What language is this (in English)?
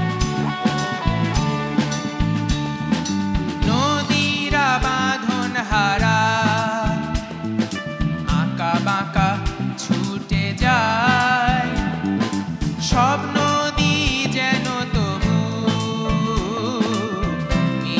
Bangla